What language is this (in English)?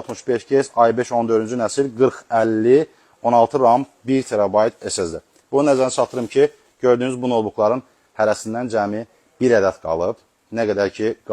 Azerbaijani